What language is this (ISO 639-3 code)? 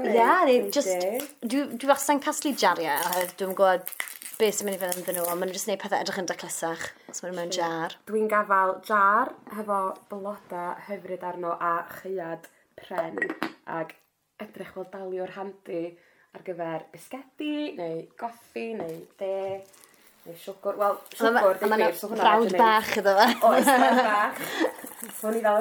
cym